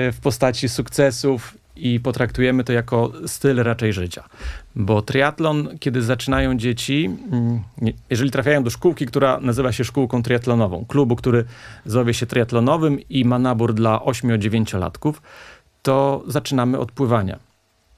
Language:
Polish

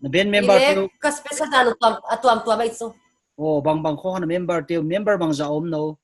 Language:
Paite Chin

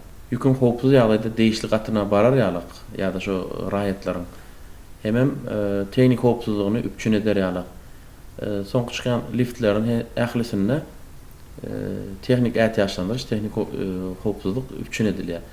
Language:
Turkmen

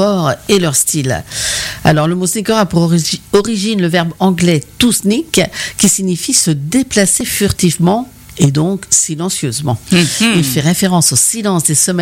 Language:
French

